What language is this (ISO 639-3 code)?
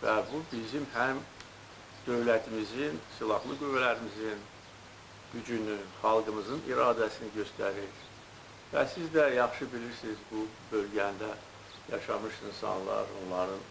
aze